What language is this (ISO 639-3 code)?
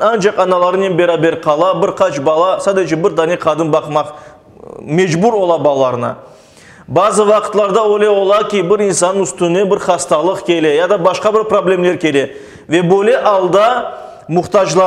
crh